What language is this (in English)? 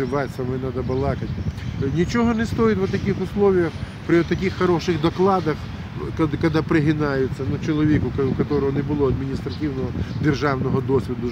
Ukrainian